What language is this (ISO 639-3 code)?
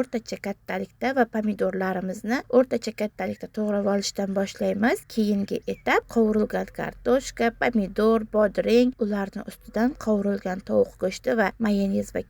uzb